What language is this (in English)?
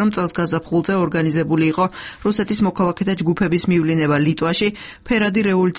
Georgian